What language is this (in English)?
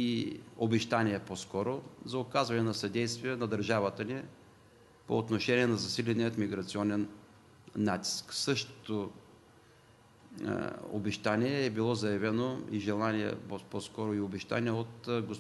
Bulgarian